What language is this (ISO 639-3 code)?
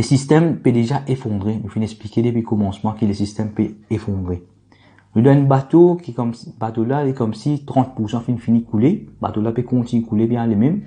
mfe